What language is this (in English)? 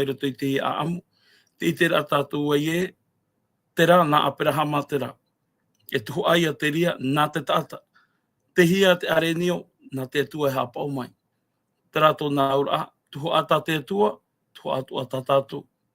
Tahitian